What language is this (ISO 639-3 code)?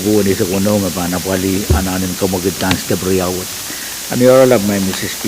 pon